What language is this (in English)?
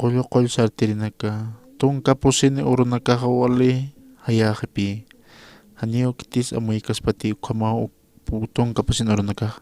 Aymara